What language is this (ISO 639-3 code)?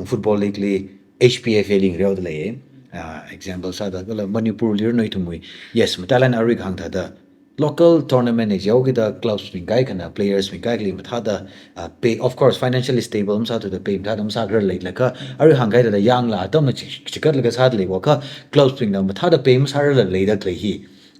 nmf